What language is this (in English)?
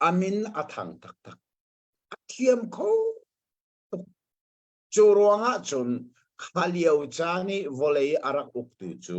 Hakha Chin